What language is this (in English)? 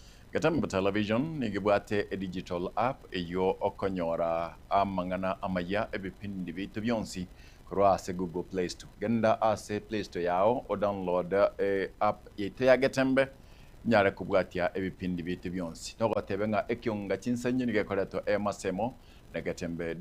Gusii